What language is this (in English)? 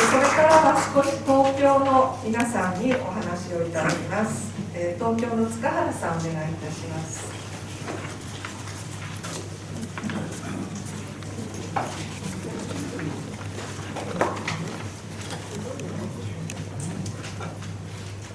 Japanese